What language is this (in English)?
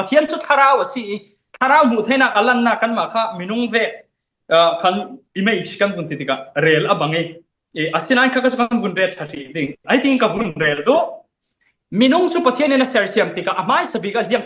Falam Chin